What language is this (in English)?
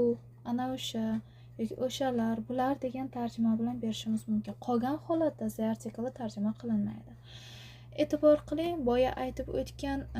Uzbek